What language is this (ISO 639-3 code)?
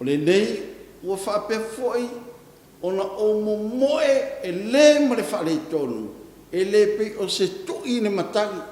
smo